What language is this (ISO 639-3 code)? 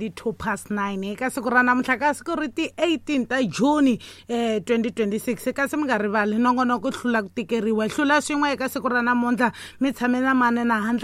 tso